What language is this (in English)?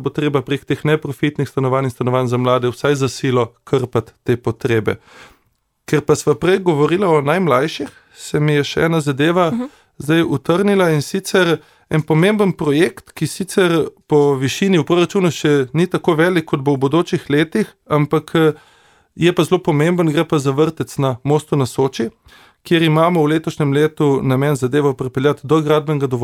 Slovenian